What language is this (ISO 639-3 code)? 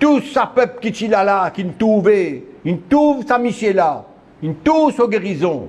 mfe